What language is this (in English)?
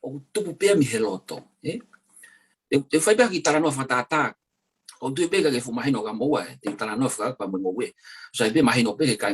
Tongan